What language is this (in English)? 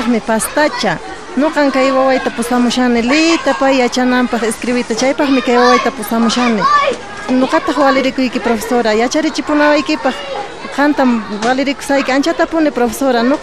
South Bolivian Quechua